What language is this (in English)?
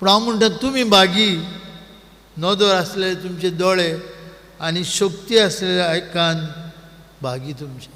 Konkani